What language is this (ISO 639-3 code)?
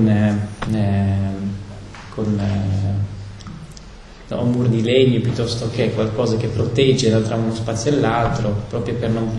ita